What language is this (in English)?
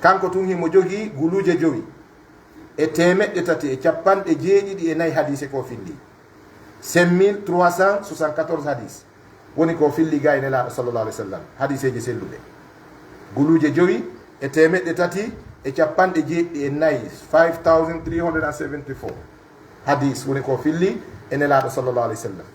Pular